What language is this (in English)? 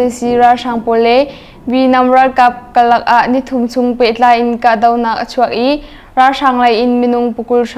Hakha Chin